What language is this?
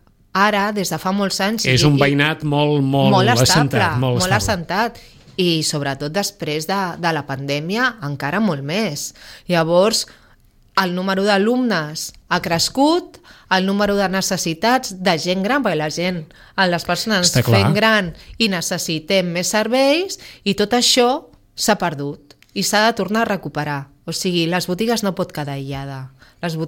Catalan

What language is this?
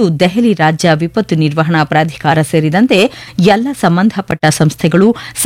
Kannada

